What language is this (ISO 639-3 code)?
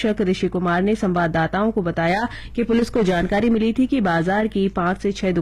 hin